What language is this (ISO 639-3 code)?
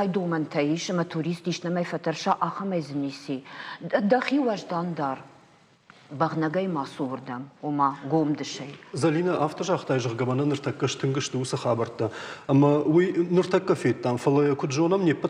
oss